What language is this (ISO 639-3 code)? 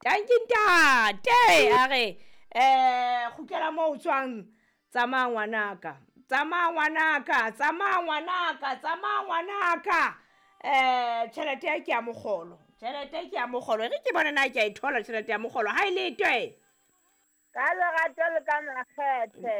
sot